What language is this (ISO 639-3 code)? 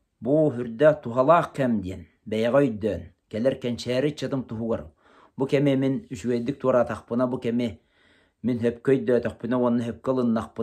sah